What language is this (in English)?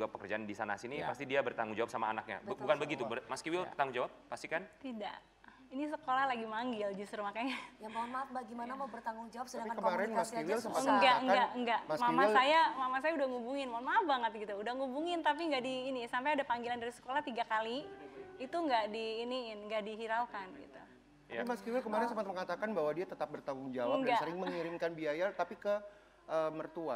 Indonesian